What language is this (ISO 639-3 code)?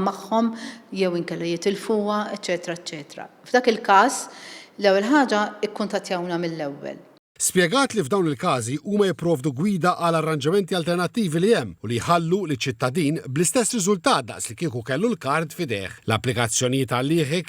mlt